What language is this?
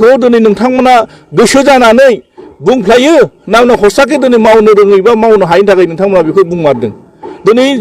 Bodo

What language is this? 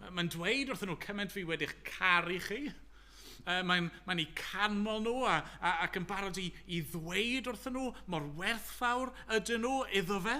Welsh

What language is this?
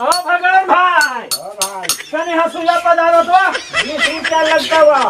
Magahi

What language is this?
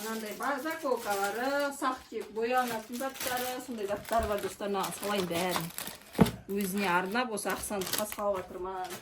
Kazakh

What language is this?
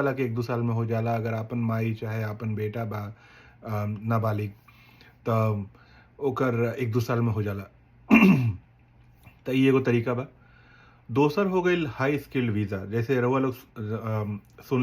Bhojpuri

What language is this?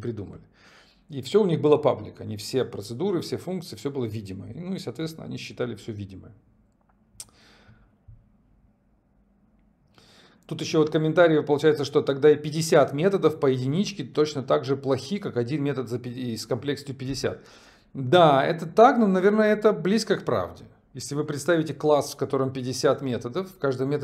Russian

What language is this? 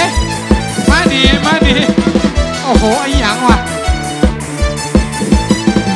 Thai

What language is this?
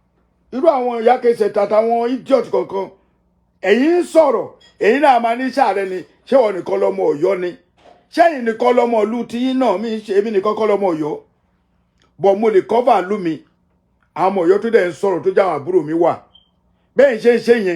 Yoruba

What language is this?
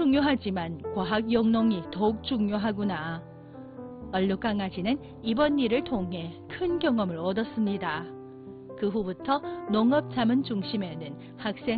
Korean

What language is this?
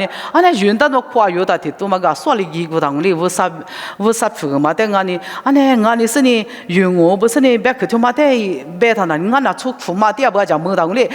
Lisu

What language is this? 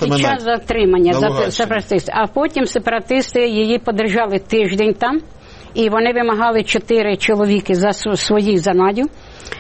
Ukrainian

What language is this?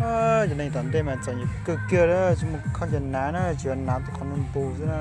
Hmong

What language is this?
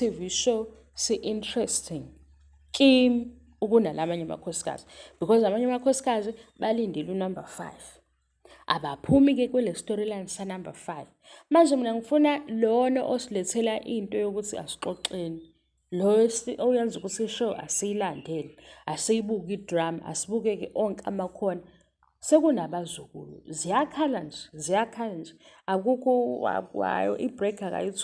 Zulu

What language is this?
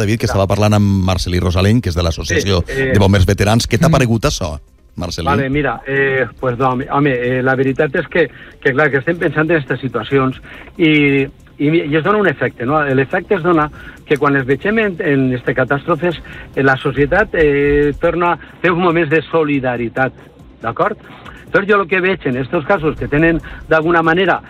Catalan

